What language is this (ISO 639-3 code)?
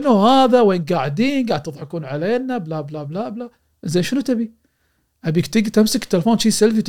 afb